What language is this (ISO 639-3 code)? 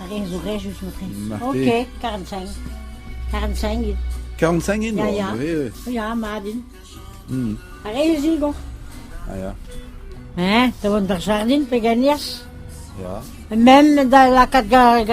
bre